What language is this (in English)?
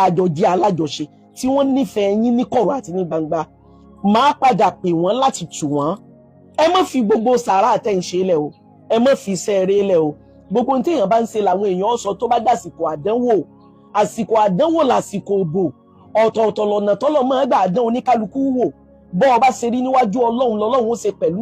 Yoruba